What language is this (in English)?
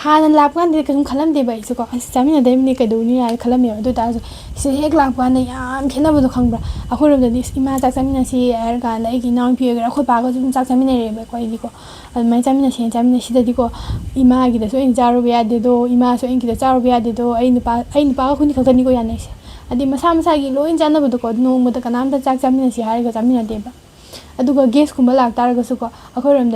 Manipuri